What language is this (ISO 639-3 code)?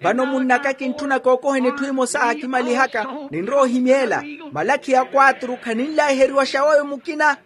vmw